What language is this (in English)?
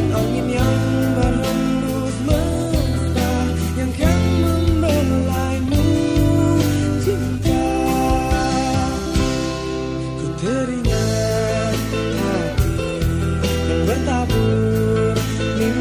Indonesian